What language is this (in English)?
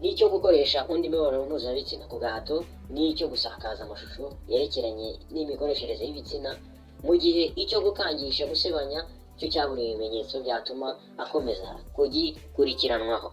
Kinyarwanda